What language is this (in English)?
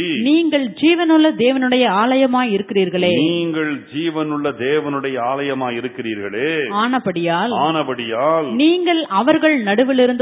Tamil